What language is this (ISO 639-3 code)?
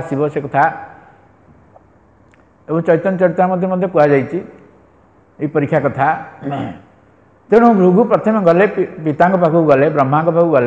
ori